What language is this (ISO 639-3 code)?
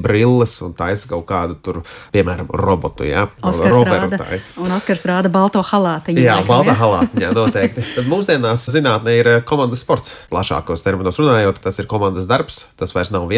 lav